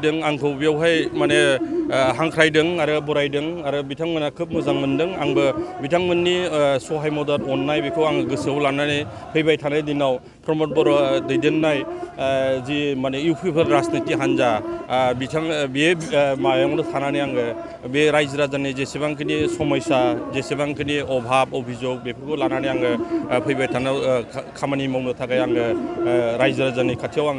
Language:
Bodo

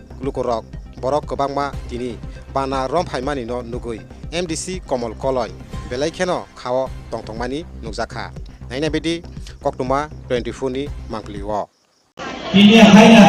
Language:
Kok Borok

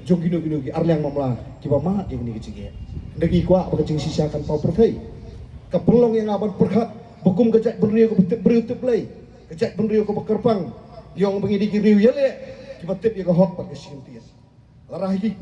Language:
Khasi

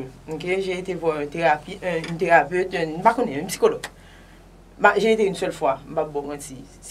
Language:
Haitian Creole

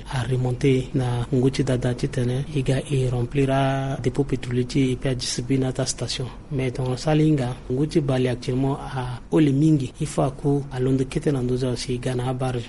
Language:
Sango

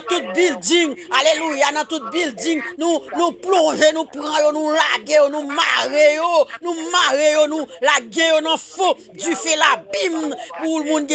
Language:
Haitian Creole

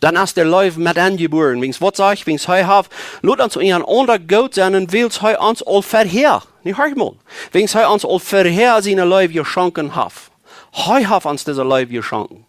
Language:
Plautdietsch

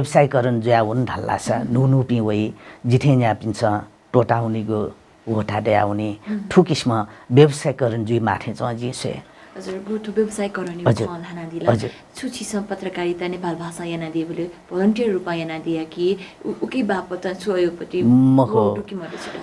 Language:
Newari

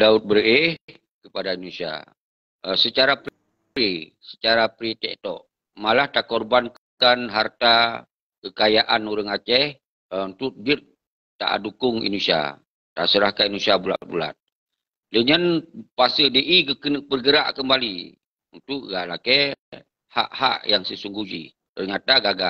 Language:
Achinese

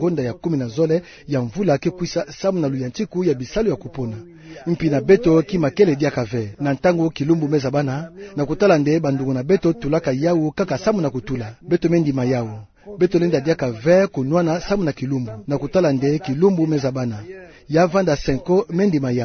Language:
Kituba (Democratic Republic of Congo)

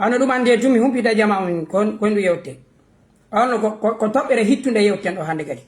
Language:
Fula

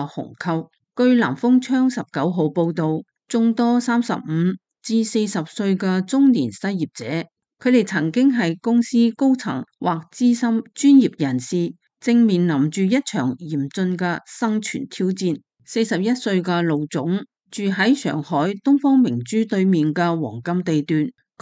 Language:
Cantonese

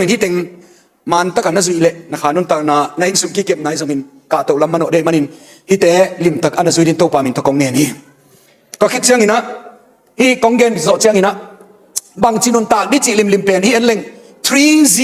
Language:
Tedim Chin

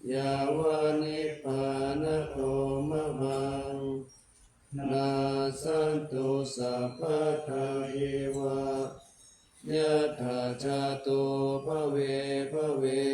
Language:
Pali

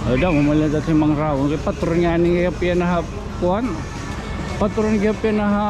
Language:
Waray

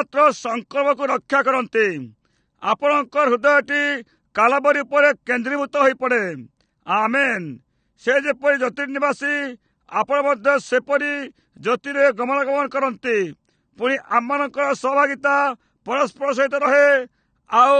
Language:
Odia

